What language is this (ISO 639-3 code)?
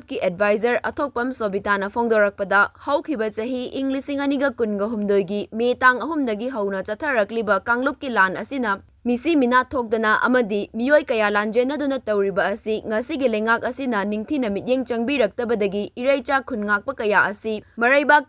mni